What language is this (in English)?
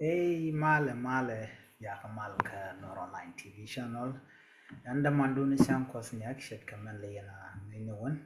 Nuer